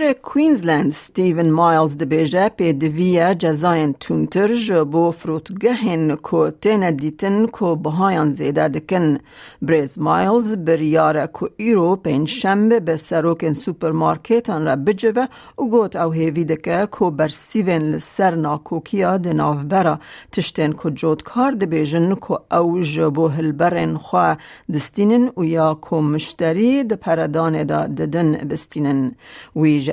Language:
Kurdish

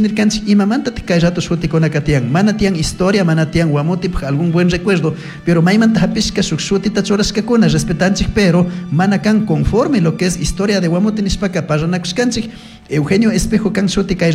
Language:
Chimborazo Highland Quichua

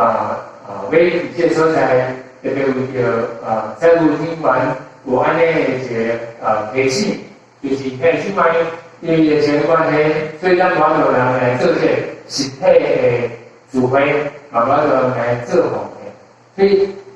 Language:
Min Nan Chinese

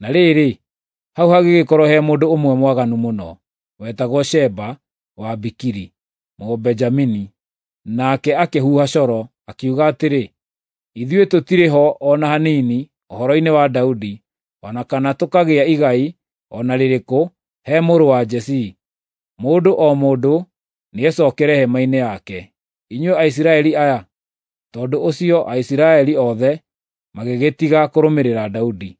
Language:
Kikuyu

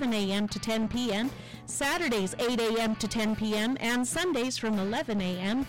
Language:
English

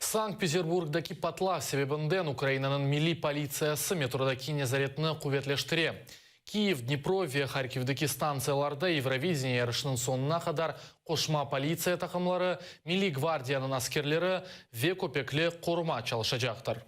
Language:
Crimean Tatar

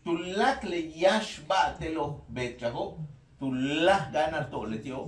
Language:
Yucateco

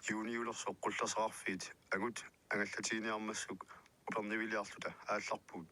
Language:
Kalaallisut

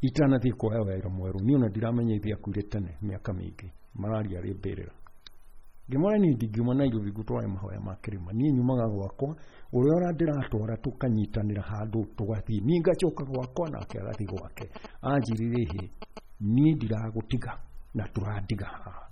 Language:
Kikuyu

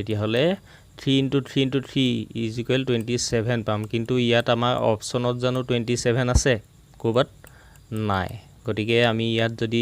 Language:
Assamese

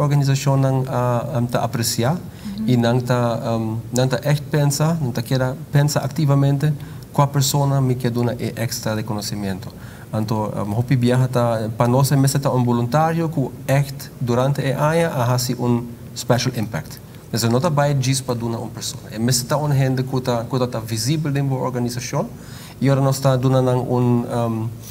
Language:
Papiamento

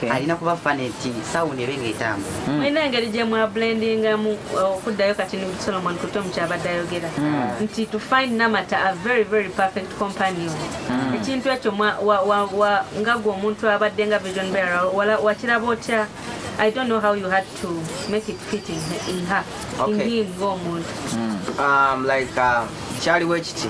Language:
Ganda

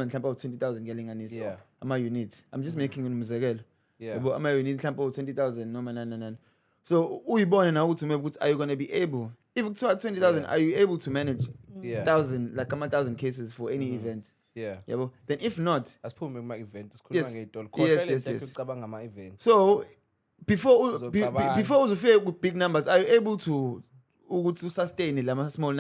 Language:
Zulu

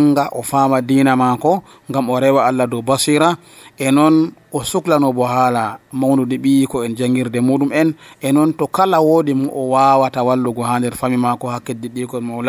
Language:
Nigerian Fulfulde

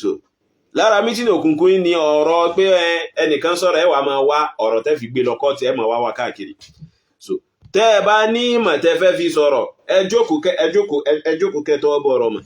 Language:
Yoruba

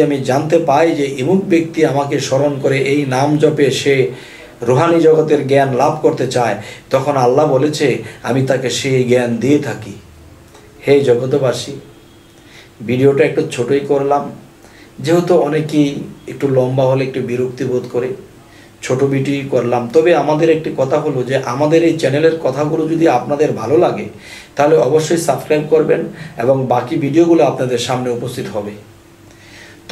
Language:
Bangla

